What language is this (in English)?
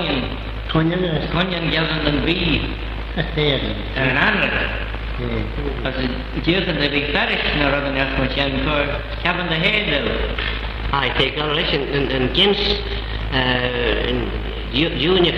Manx